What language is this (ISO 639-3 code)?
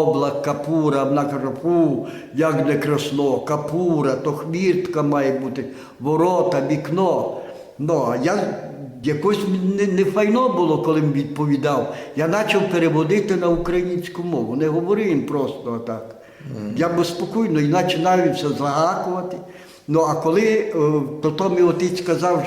rue